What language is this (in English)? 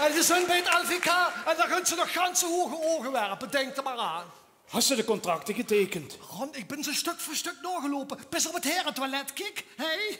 Limburgish